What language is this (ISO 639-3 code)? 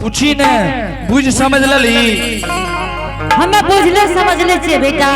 anp